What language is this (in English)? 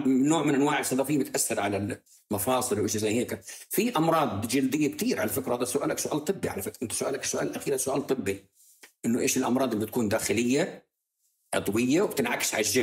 North Levantine Arabic